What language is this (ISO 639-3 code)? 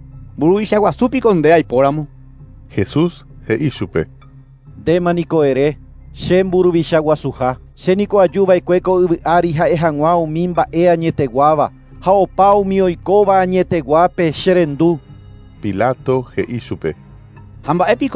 grn